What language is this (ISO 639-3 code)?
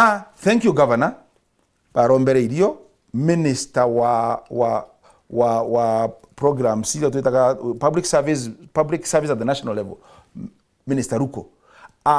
mer